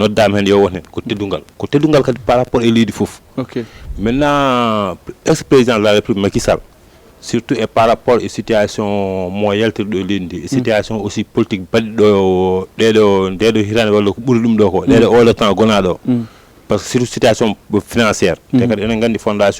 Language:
Fula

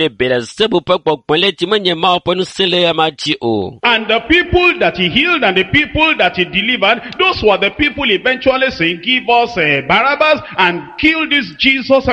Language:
Ewe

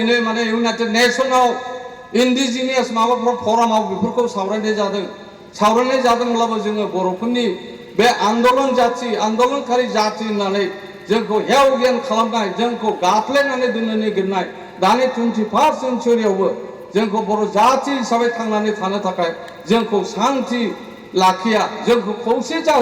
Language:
Bodo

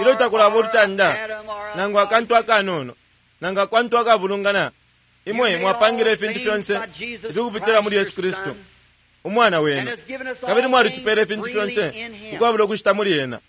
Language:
Bemba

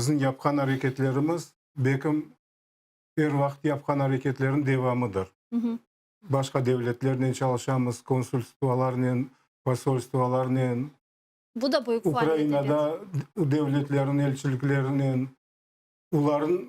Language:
Crimean Tatar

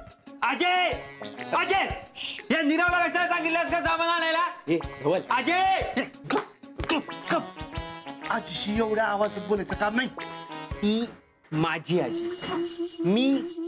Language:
Marathi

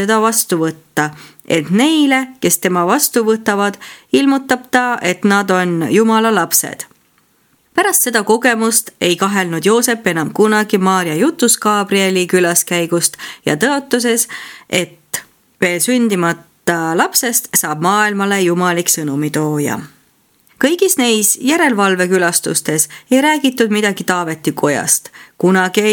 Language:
Estonian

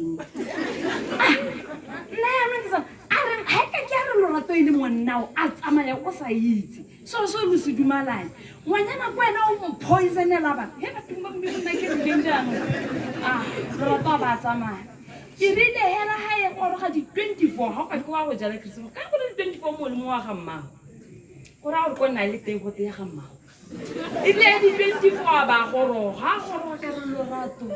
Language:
Tswana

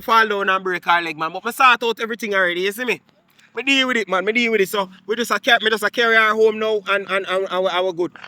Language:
Jamaican Creole English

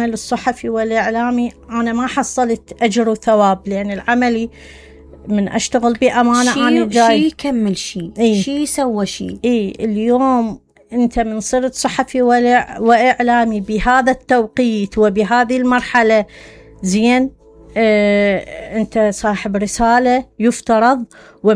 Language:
Mesopotamian Arabic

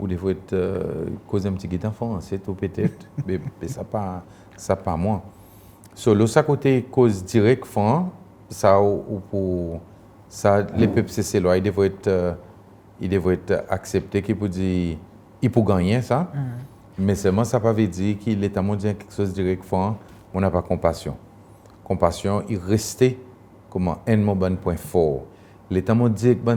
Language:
Seselwa Creole French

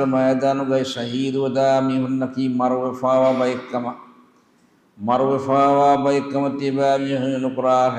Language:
Divehi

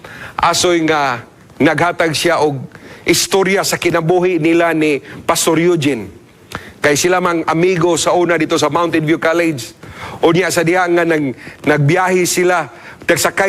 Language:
Cebuano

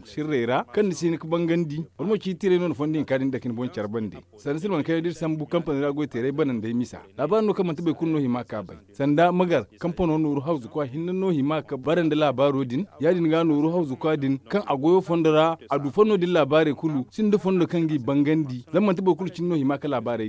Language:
Zarma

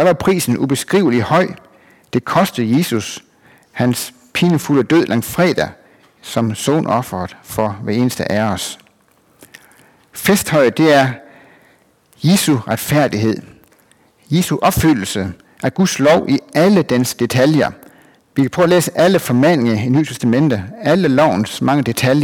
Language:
Danish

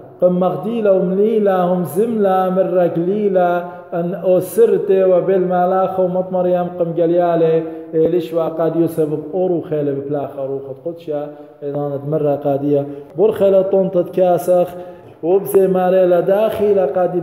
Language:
Assyrian Neo-Aramaic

